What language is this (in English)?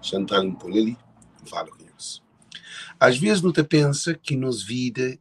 Kabuverdianu